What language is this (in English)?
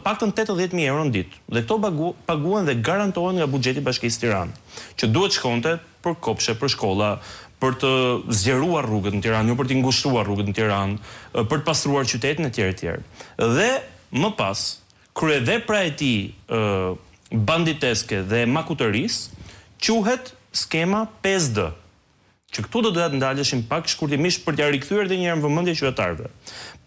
Albanian